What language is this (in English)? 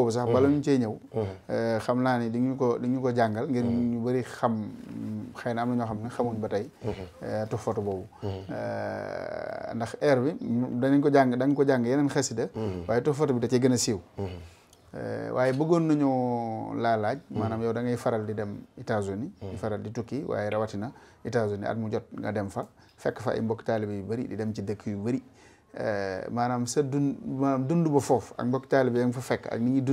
Wolof